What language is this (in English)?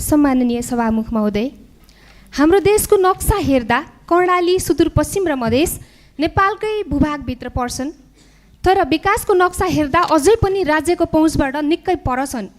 Nepali